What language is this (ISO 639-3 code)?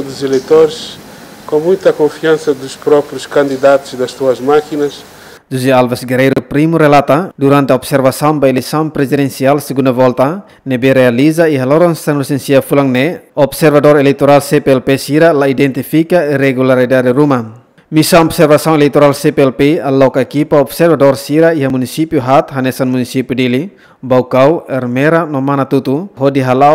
tet